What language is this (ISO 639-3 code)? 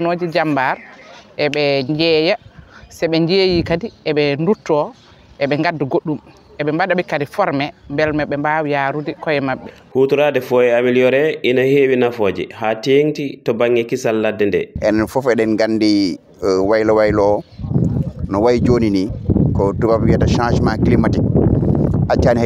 ful